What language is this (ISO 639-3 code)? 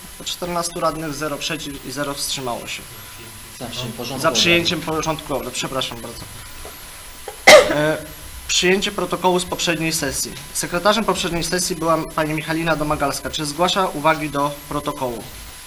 pol